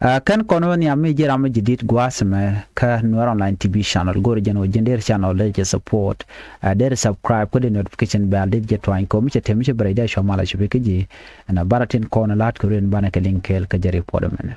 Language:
Nuer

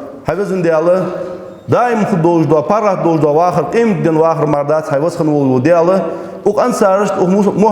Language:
Ingush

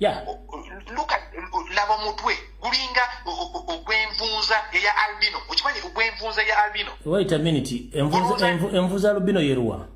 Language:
Ganda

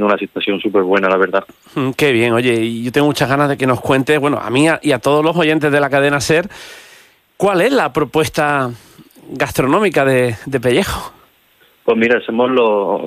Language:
Spanish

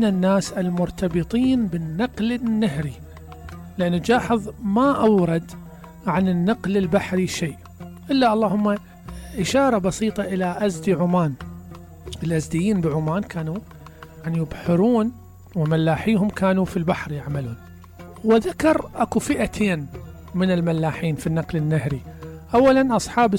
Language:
Mesopotamian Arabic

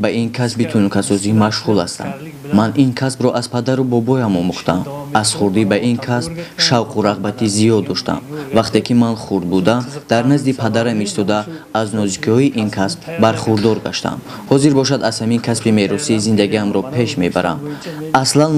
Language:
Tajik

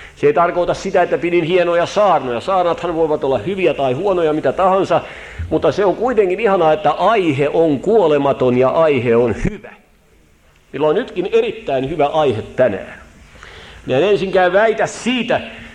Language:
Finnish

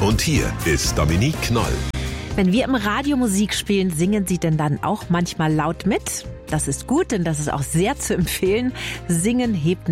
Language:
German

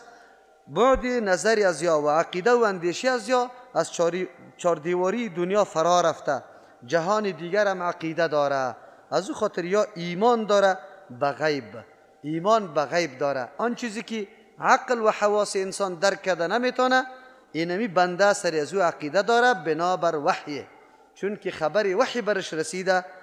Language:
Persian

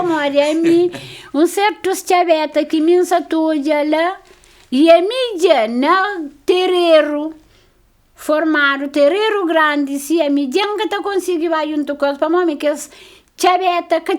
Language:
Kabuverdianu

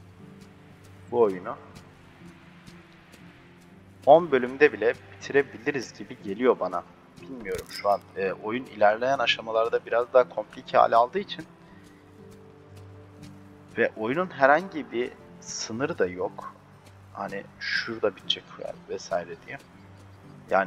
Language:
Turkish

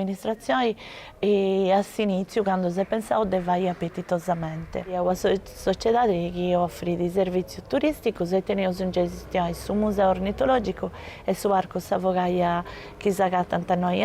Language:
Sardinian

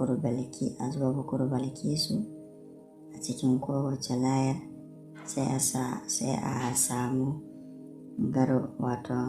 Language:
Hausa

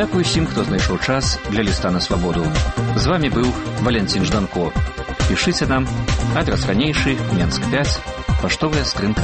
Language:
Belarusian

